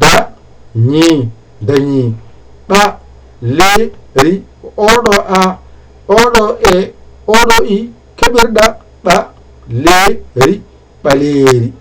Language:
Fula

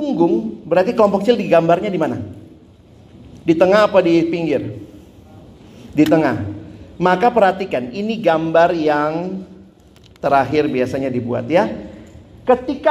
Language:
Indonesian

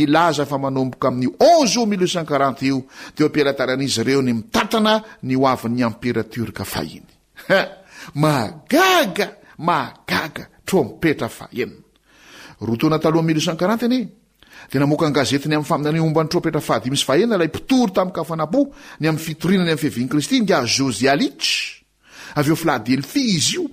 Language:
Malagasy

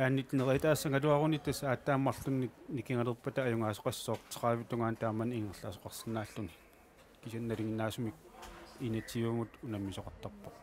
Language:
Kalaallisut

